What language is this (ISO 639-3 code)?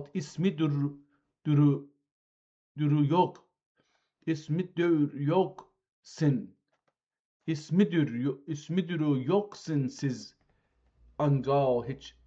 azb